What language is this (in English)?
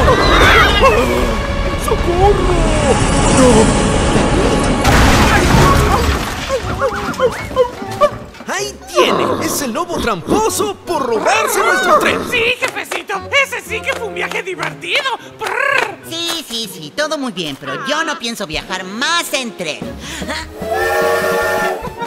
Spanish